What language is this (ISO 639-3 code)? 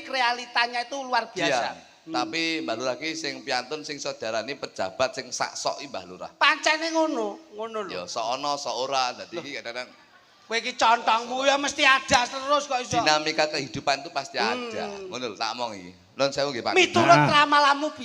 jav